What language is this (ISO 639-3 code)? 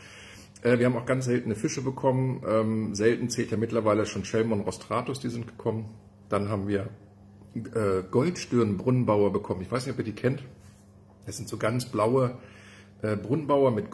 deu